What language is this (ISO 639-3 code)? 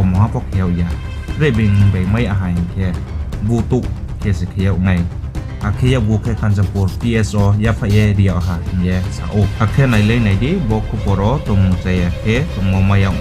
ria